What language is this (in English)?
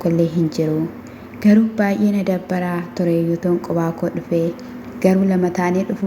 Oromo